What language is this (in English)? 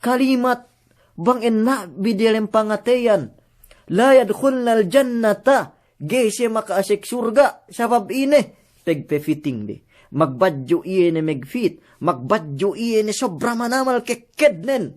Yakan